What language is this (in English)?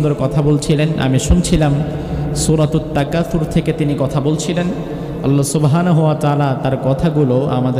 Bangla